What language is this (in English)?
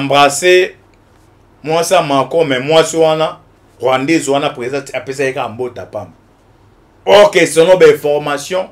Lingala